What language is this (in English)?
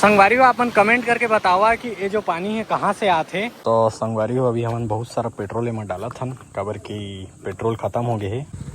Chhattisgarhi